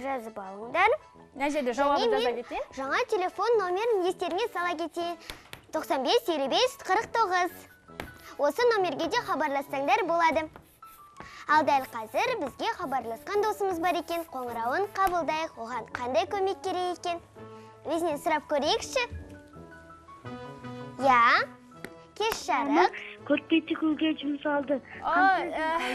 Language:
Kazakh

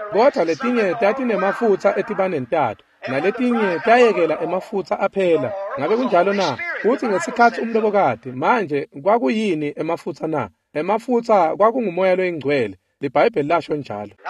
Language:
Swati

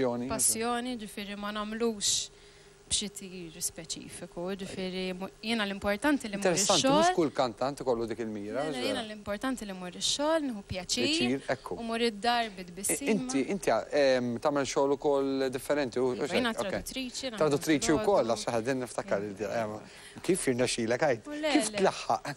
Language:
Maltese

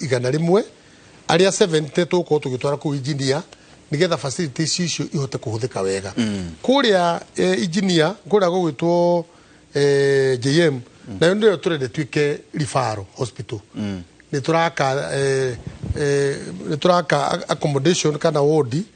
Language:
Kikuyu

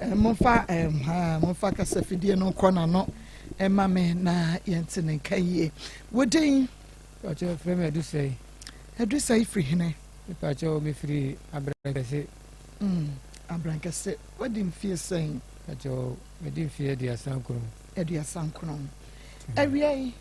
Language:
Akan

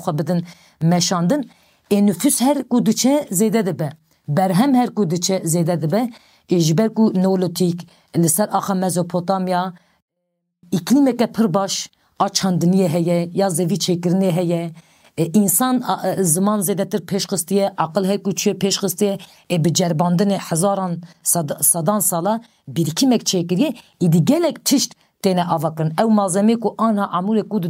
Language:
Kurdish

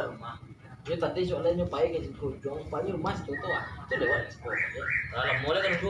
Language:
Minangkabau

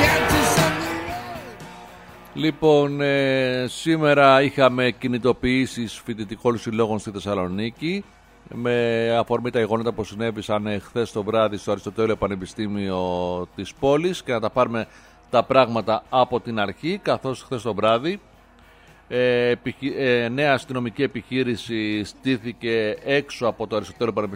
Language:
Greek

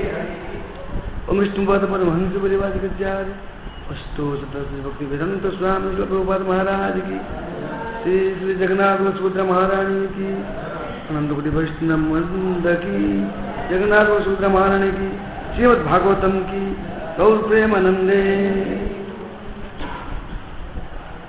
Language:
Hindi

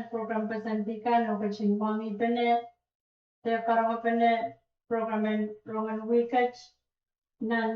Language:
Pohnpeian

